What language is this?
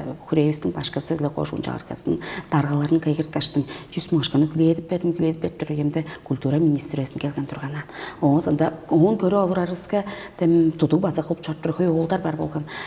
Tuvinian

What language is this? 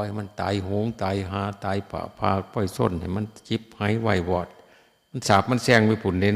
Northeastern Thai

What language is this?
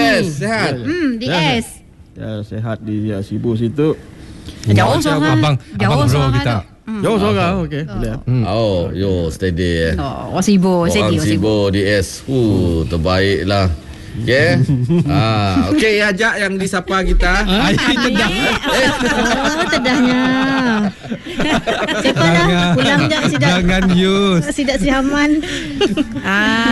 Malay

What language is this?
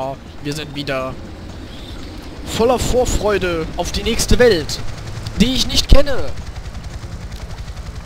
German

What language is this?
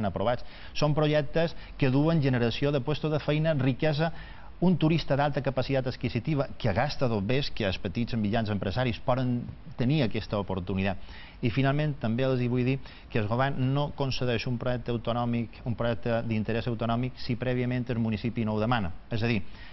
Catalan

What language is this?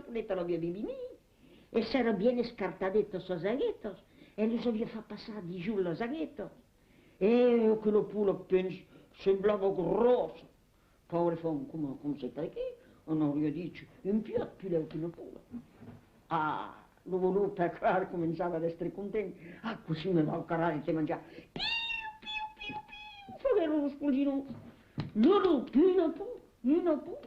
Occitan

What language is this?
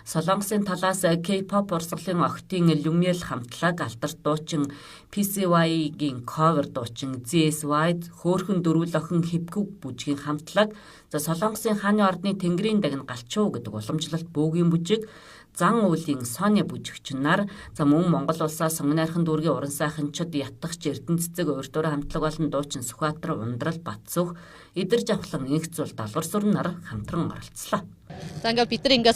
Mongolian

